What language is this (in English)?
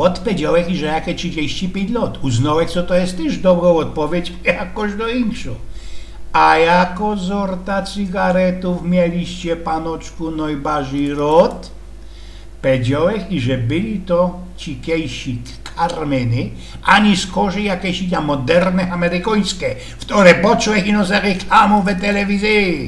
Silesian